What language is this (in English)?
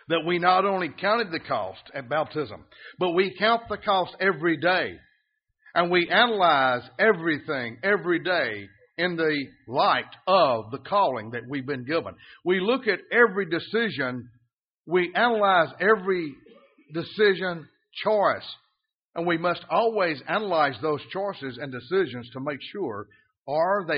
English